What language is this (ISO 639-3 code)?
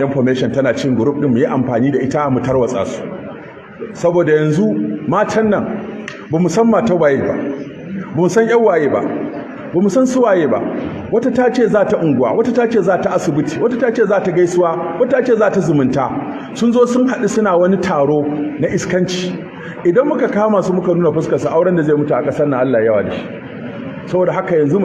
hau